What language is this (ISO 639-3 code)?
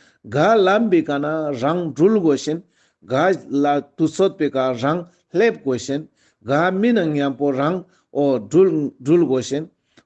lbj